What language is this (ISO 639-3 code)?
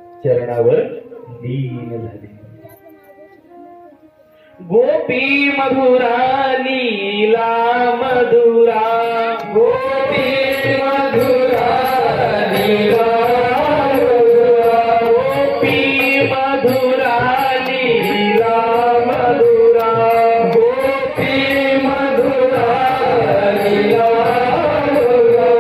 mar